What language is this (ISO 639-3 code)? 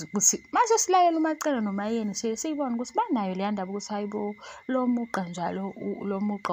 zul